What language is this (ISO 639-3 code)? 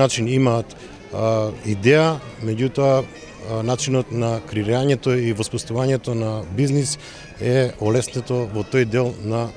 mkd